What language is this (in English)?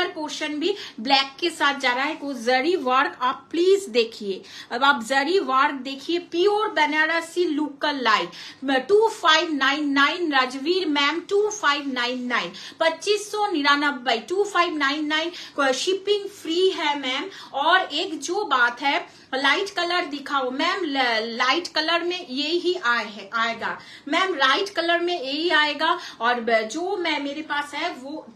Hindi